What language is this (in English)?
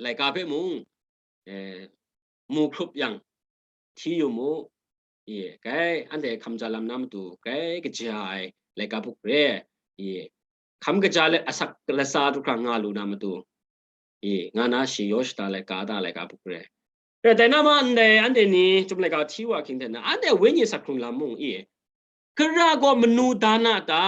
Kachin